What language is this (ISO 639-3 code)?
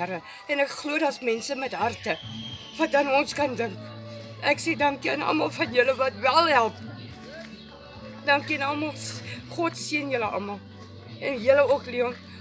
afr